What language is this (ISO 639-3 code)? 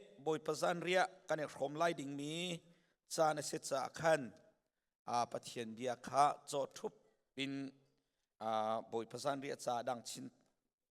cnh